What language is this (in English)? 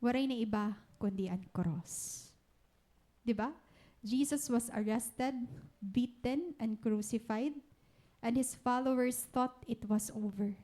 Waray